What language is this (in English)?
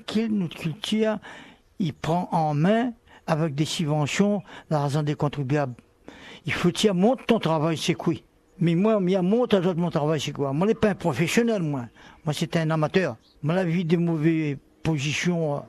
Réunion Creole French